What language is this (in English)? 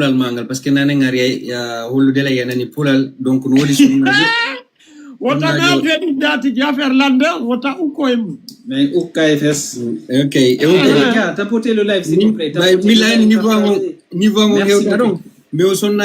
Fula